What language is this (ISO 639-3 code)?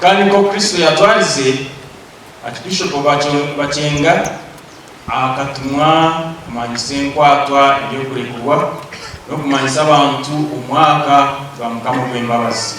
nyn